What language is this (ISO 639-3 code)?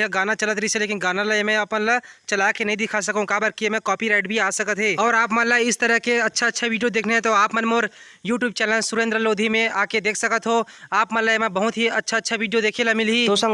hne